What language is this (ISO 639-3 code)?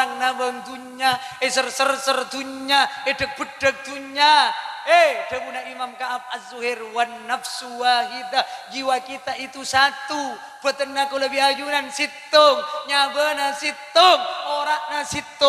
mad